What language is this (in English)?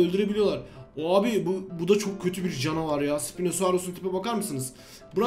Turkish